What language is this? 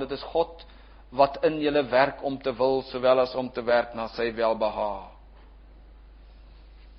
Afrikaans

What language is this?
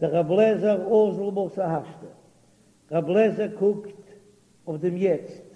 Yiddish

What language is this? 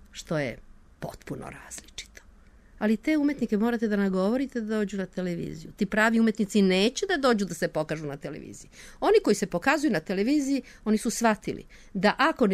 Serbian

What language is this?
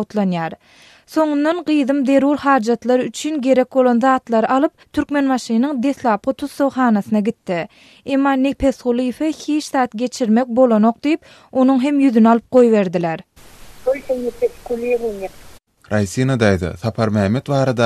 Turkmen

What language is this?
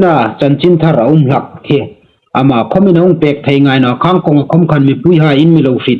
Hmar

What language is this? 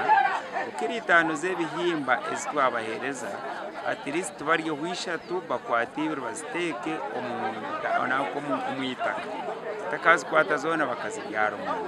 Nyankole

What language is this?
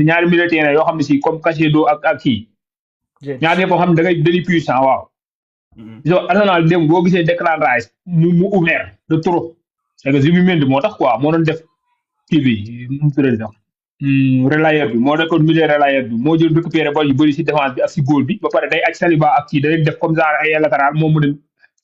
Wolof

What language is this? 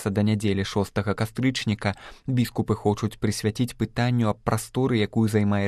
Belarusian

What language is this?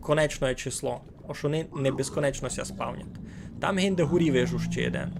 Rusyn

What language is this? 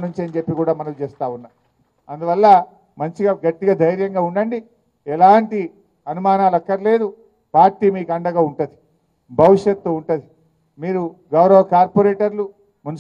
Telugu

